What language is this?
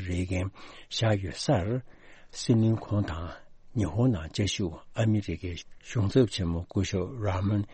Tibetan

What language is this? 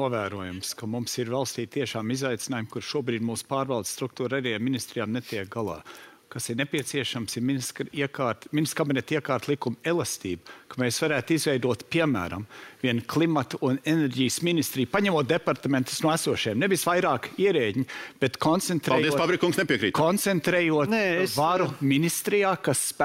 Latvian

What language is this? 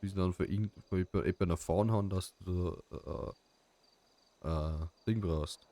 Bavarian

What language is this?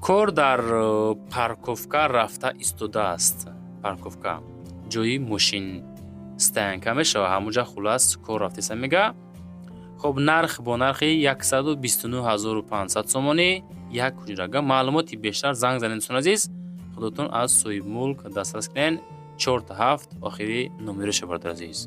Tajik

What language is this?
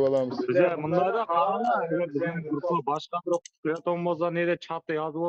Kara-Kalpak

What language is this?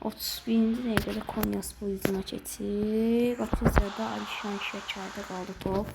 Azerbaijani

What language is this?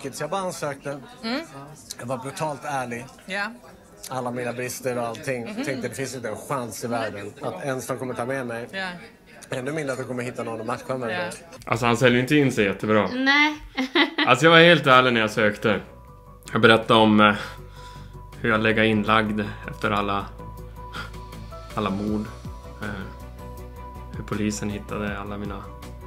Swedish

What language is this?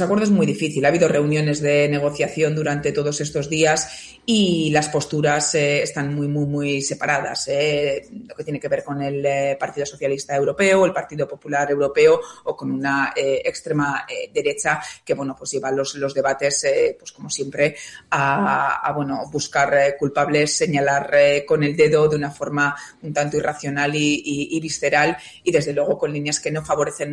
Spanish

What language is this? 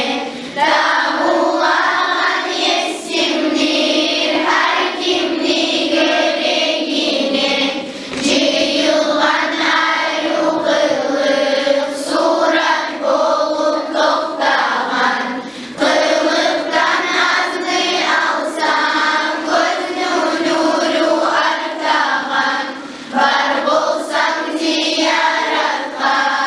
Kumyk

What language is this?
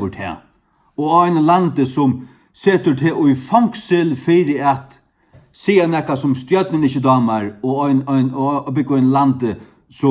Faroese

